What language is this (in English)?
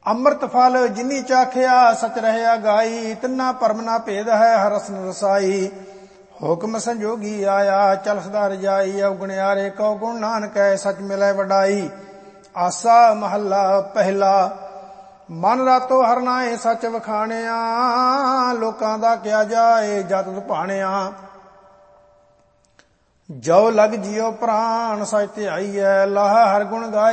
Punjabi